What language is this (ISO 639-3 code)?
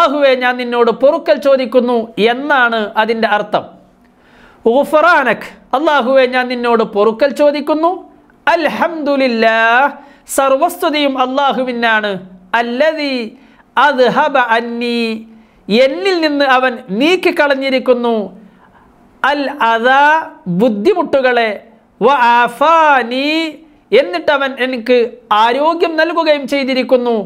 mal